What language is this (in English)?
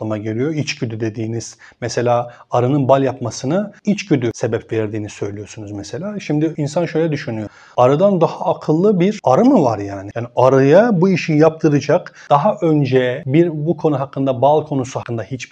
Turkish